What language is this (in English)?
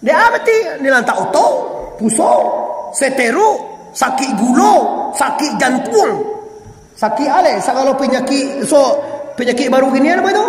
Minangkabau